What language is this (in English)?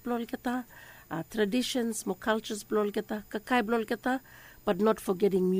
Bislama